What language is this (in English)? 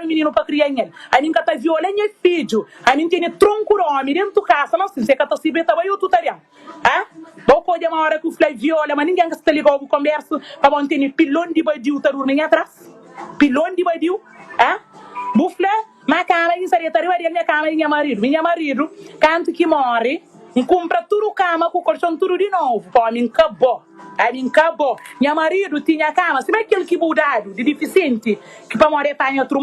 Kabuverdianu